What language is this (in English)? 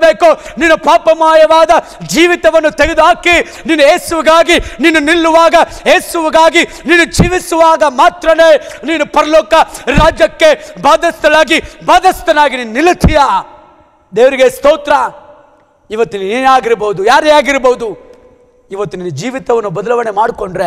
Kannada